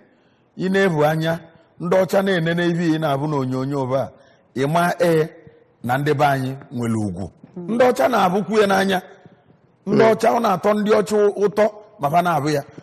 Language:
Igbo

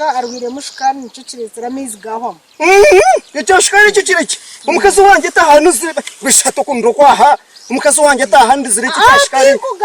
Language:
Nyankole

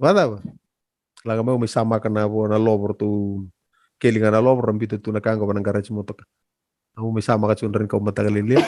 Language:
Fijian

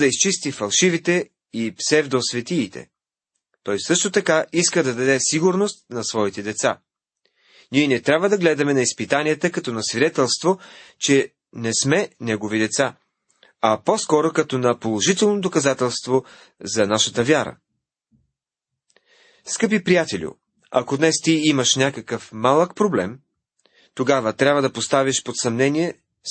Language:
Bulgarian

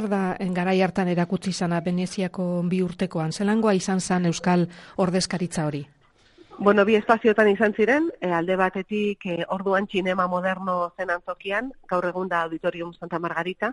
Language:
Basque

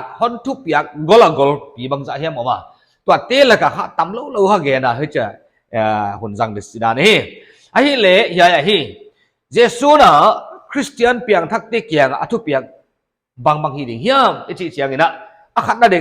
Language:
Paite Chin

